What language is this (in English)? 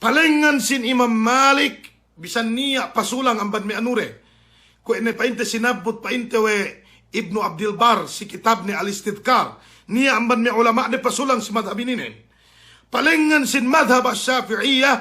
Yakan